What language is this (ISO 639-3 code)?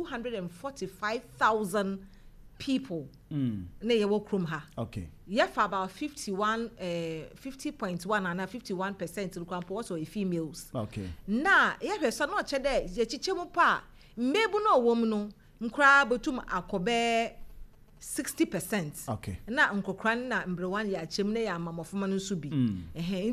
aka